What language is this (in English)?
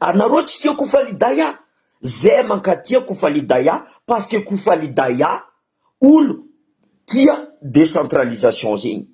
Malagasy